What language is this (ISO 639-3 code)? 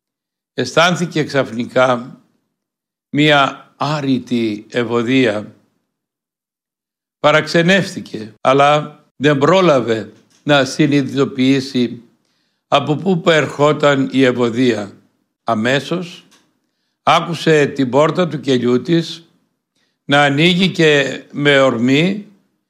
ell